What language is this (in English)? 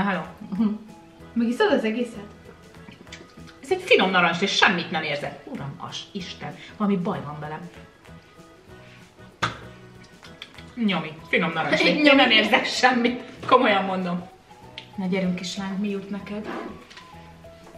Hungarian